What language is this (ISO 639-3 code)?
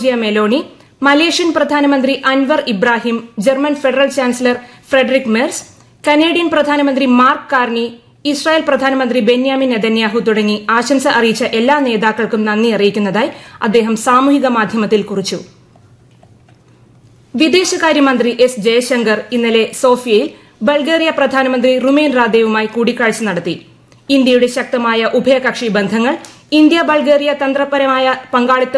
mal